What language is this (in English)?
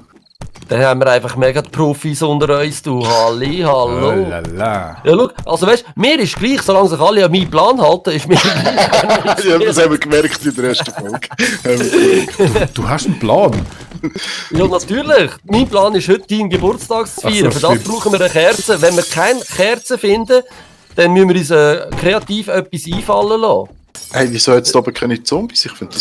Swiss German